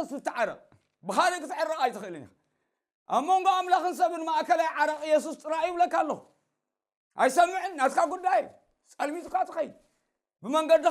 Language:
Tigrinya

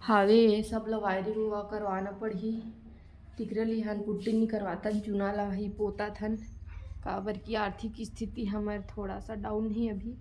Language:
Chhattisgarhi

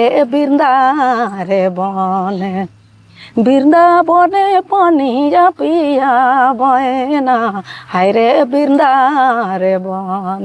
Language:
Sadri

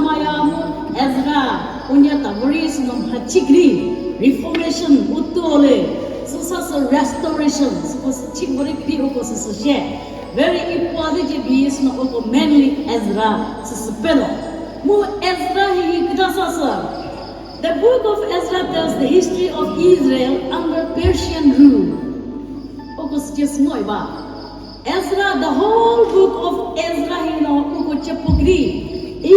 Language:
Chokri Naga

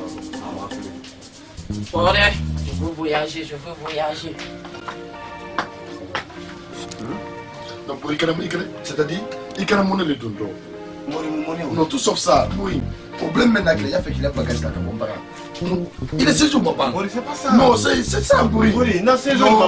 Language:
French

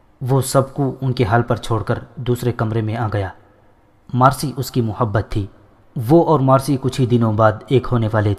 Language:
Urdu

